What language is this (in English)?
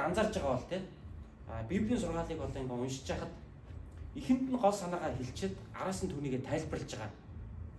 Mongolian